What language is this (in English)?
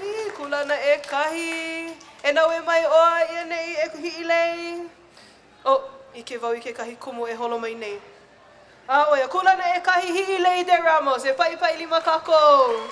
Hawaiian